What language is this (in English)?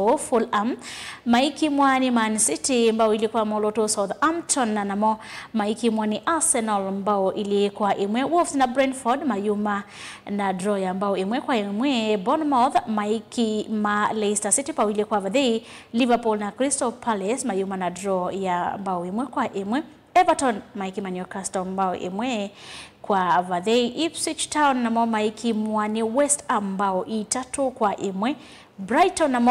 Kamba